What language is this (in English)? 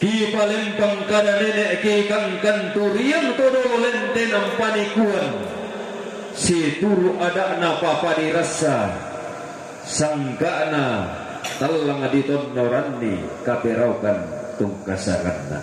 Toraja-Sa'dan